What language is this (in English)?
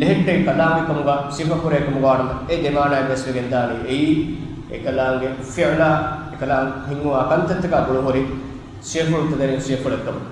Divehi